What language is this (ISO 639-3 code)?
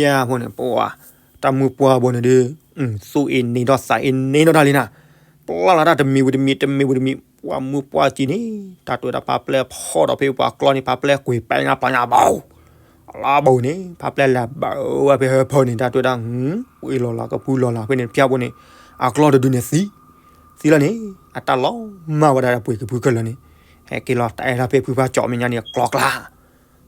ksw